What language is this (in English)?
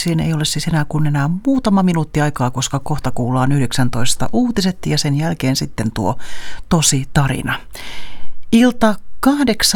Finnish